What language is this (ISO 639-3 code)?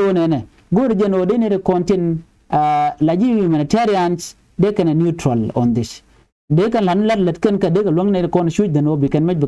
nus